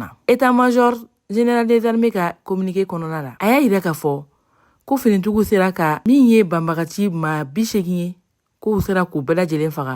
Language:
Bambara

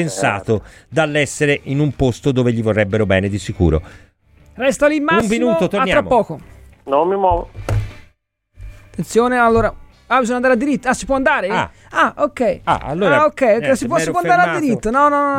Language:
Italian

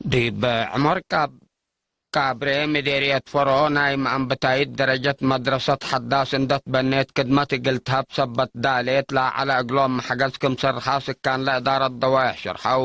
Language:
Tigre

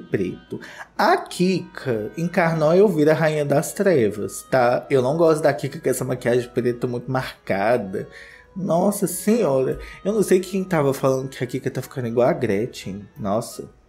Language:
Portuguese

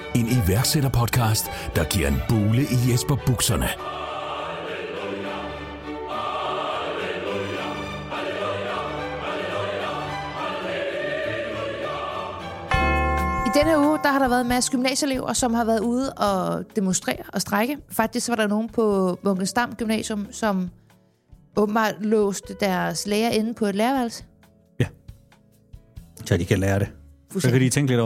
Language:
Danish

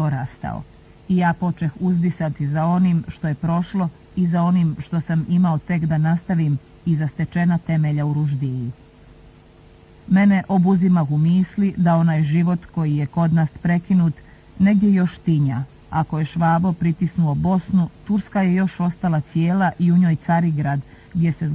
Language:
Bosnian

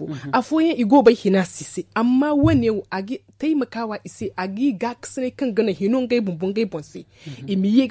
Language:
Zarma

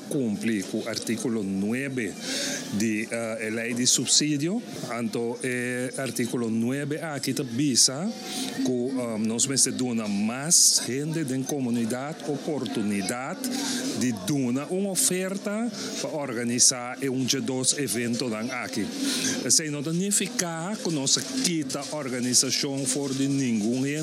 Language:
Papiamento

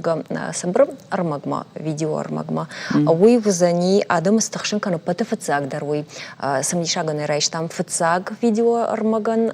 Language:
Ossetic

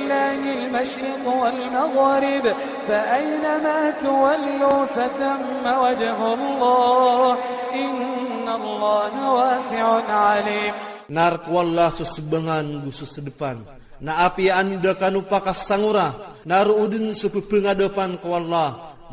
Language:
Iranun (Philippines)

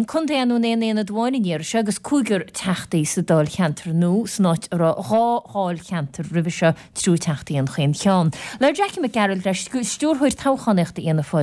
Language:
Irish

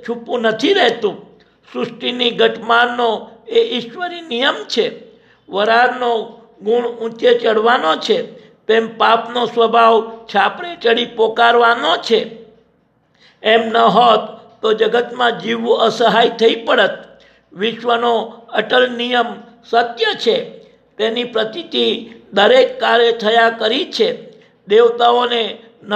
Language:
Gujarati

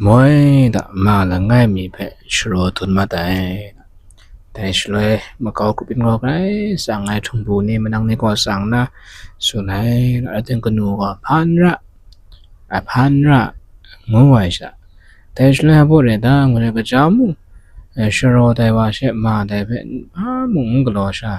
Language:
Kachin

